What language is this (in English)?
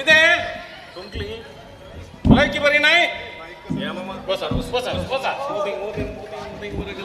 Konkani